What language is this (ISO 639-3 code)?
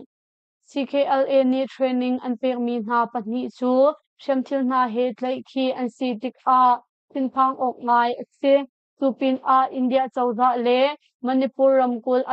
cnh